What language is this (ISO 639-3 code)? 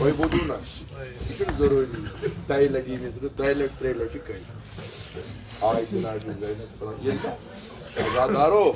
kas